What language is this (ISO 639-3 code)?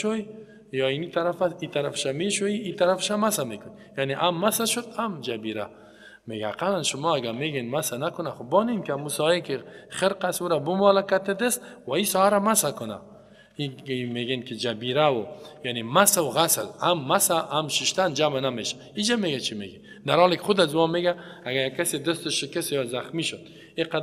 fas